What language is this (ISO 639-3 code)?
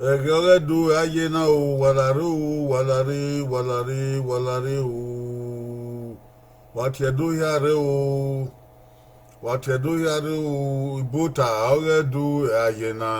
bin